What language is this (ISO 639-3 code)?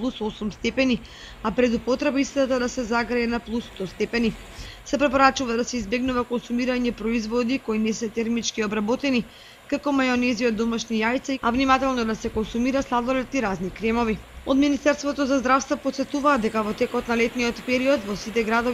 mkd